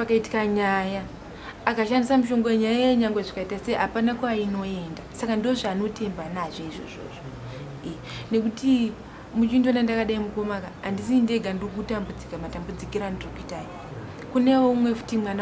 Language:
Shona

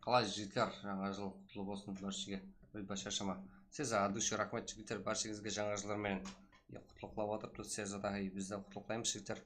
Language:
Kara-Kalpak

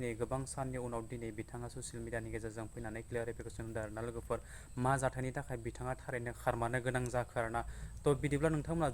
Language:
Bodo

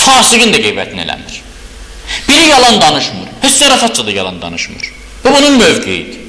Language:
Azerbaijani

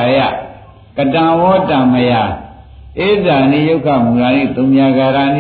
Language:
Burmese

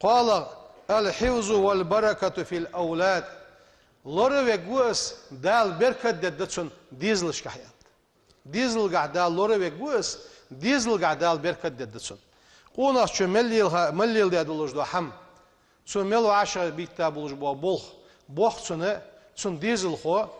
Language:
Ingush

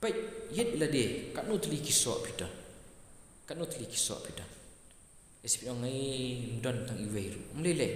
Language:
Khasi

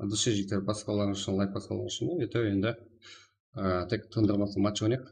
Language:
Kara-Kalpak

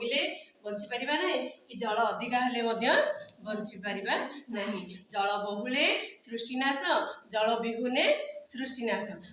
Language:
Odia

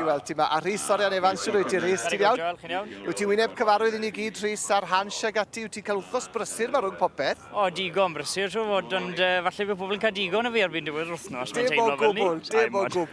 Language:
Welsh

